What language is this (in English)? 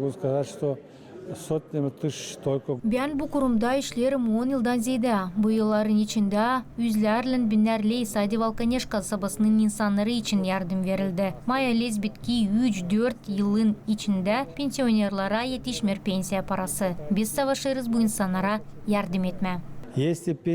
Gagauz